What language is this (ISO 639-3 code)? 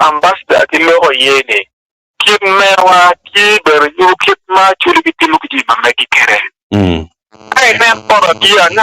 ach